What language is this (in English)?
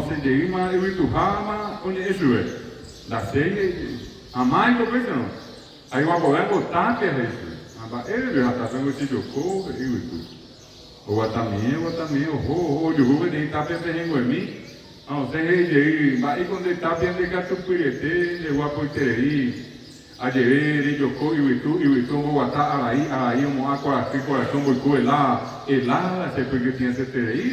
Guarani